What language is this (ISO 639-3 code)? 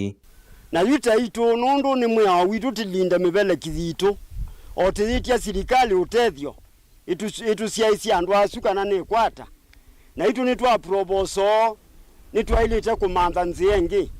kam